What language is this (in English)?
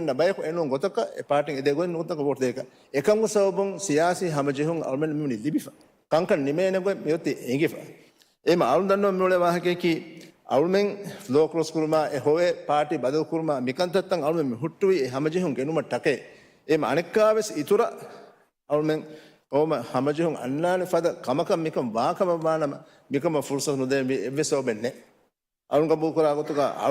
Divehi